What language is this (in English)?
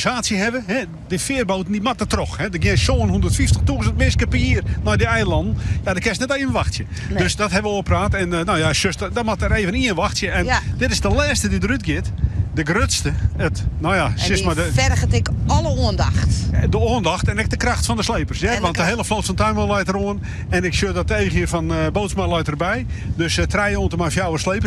Western Frisian